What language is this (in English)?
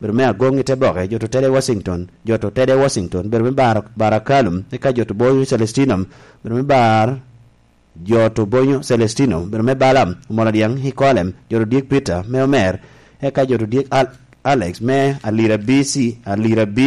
Lango (Uganda)